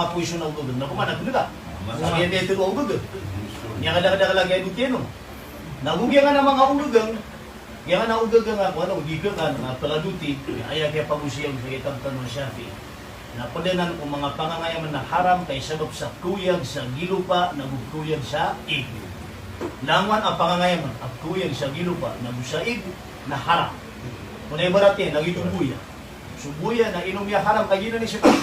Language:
Maranao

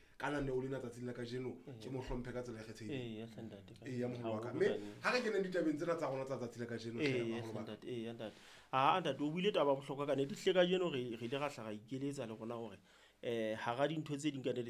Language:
Southern Sotho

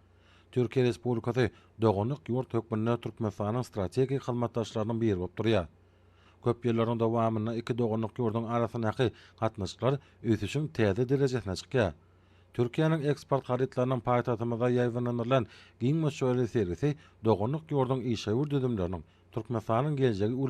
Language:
Turkmen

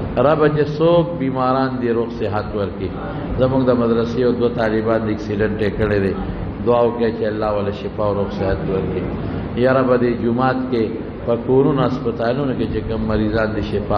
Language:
Pashto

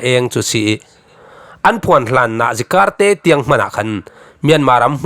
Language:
Falam Chin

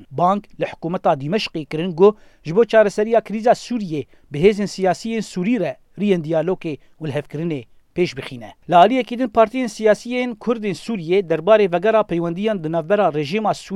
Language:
Kurdish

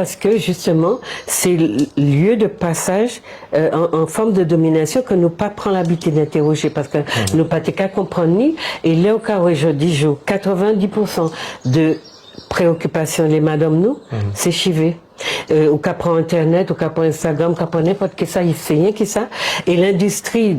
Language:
Guadeloupean Creole French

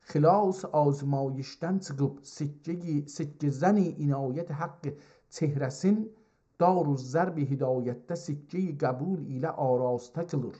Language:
South Azerbaijani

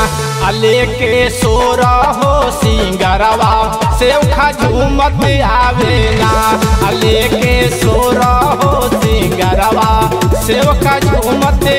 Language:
Bhojpuri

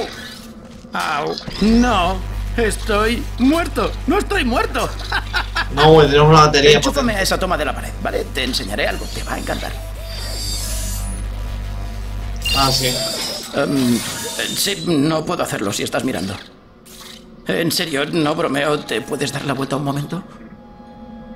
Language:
Spanish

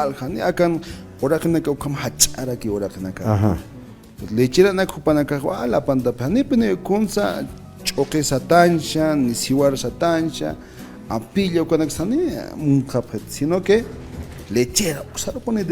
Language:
Aymara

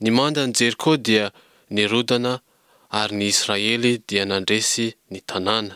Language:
Malagasy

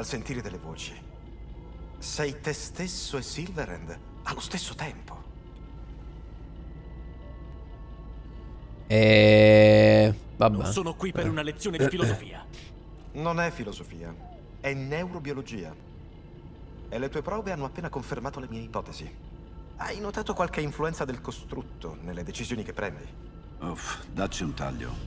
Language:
Italian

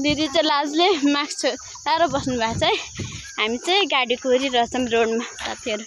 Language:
Nepali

